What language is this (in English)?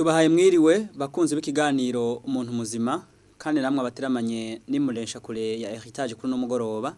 Rundi